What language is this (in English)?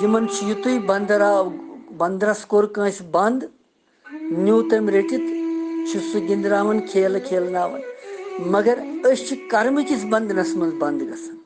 Kashmiri